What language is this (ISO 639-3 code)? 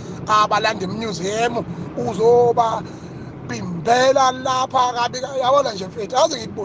zul